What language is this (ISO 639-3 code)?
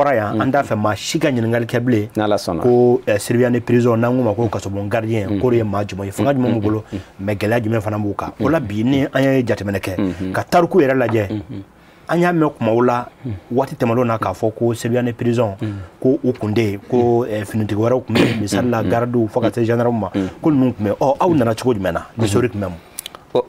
bam